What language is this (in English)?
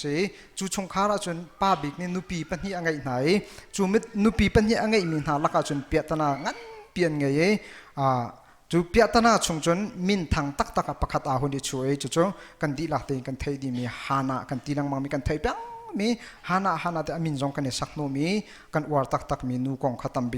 Hakha Chin